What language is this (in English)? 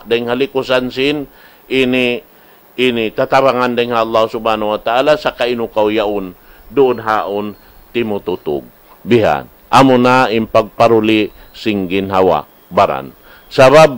Tausug